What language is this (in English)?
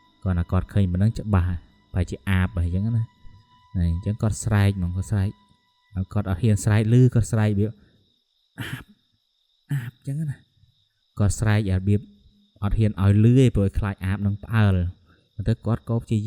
Khmer